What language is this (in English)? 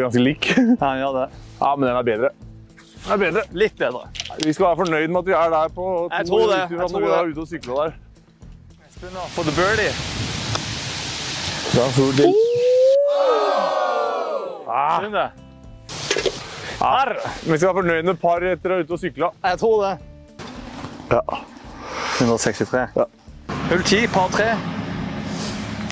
Norwegian